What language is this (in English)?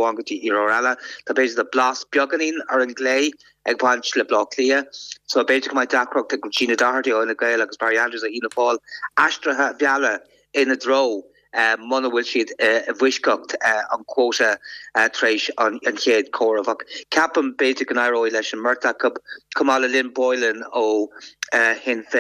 Irish